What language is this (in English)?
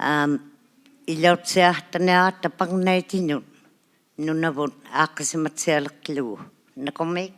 Inuktitut